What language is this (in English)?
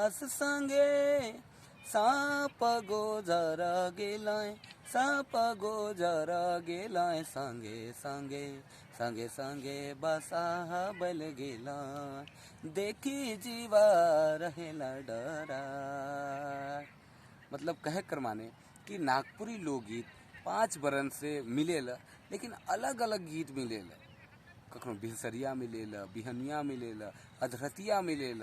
Sadri